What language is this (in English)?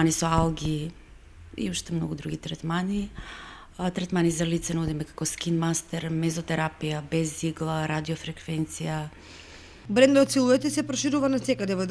Macedonian